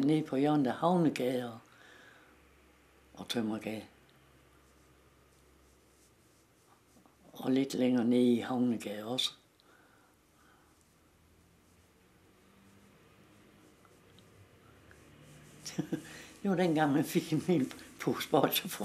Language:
Danish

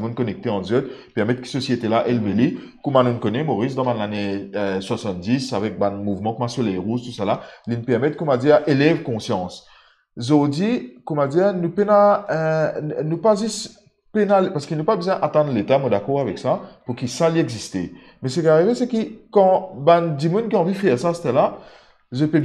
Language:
Morisyen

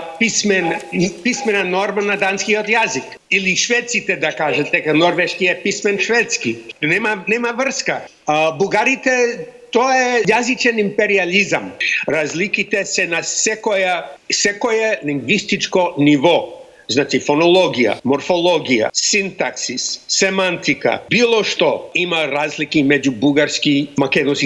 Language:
Macedonian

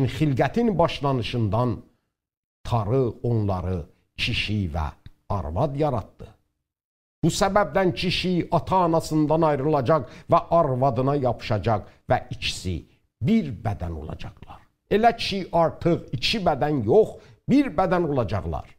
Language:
South Azerbaijani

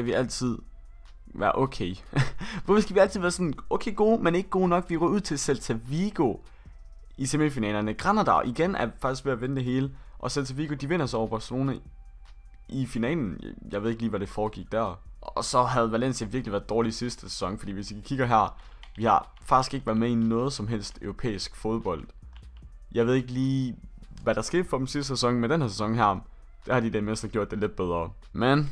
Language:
Danish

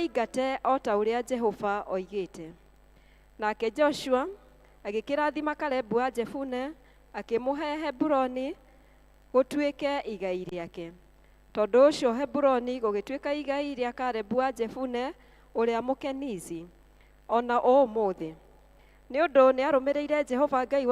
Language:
Kikuyu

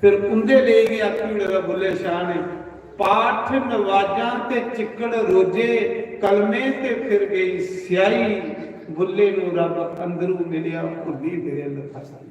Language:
Dogri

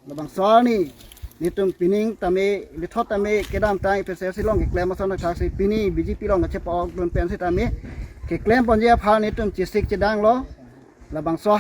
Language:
Karbi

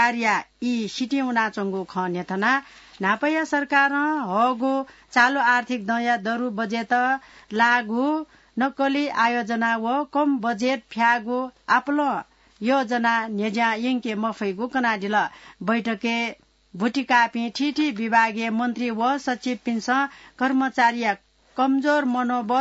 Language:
Newari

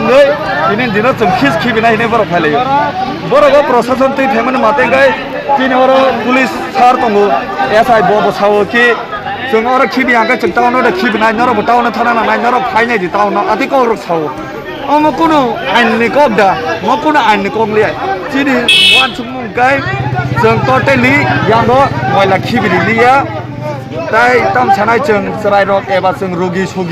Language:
Kok Borok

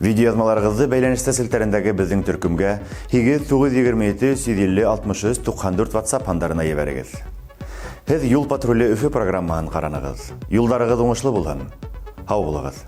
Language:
Bashkir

